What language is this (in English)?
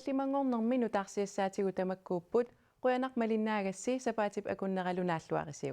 Kalaallisut